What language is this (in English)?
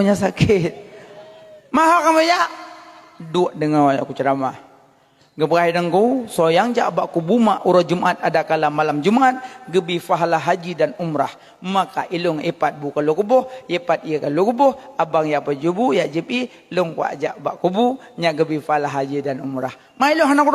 Achinese